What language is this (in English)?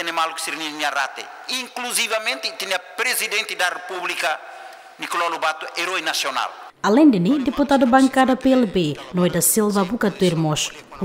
Tetum